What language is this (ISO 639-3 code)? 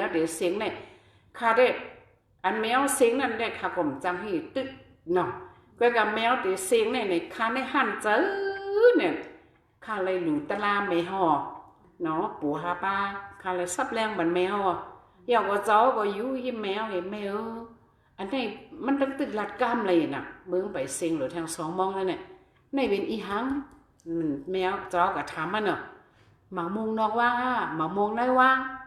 shn